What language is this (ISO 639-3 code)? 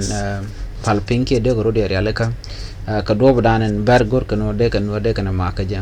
nus